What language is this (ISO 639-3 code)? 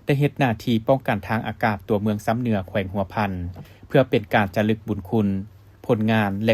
lao